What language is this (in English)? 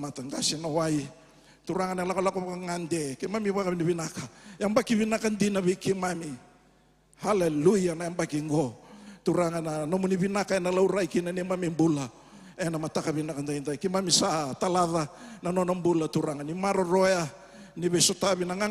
Fijian